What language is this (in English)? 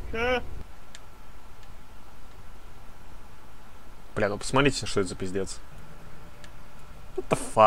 Russian